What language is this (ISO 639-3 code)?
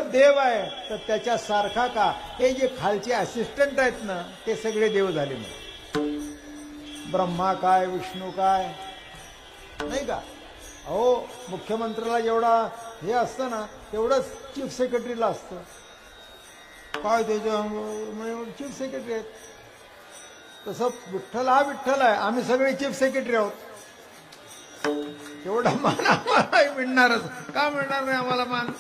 mar